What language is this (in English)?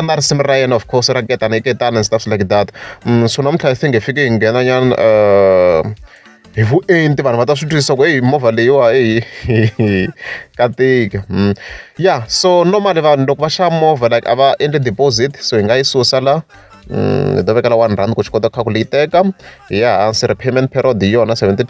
Tsonga